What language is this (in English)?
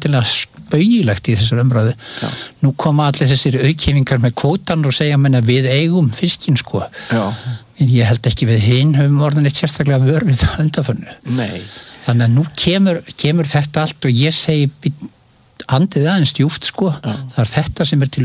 Icelandic